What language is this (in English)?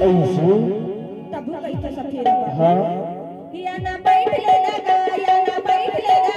Chhattisgarhi